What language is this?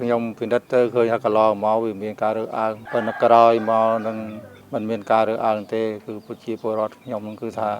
Khmer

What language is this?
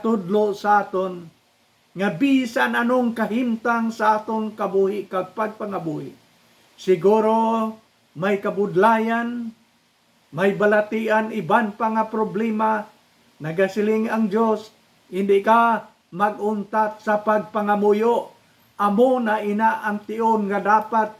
Hiligaynon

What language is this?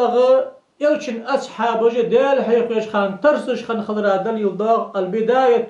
Ingush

